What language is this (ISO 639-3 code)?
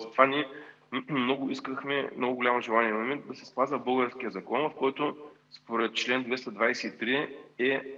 bul